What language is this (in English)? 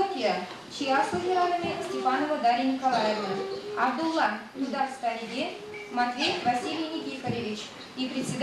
Chuvash